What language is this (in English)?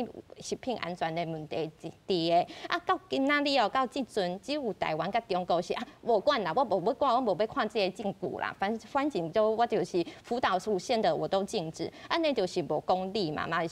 Min Nan Chinese